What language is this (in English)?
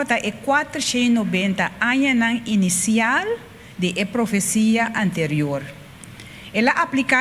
Papiamento